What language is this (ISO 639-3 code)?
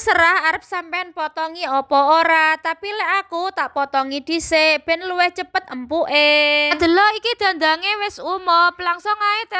jav